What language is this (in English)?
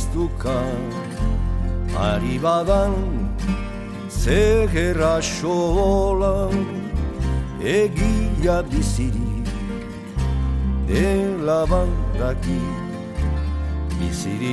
Basque